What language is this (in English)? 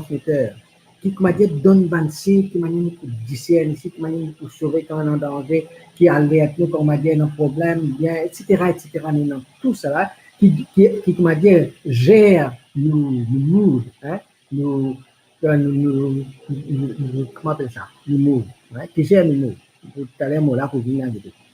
Morisyen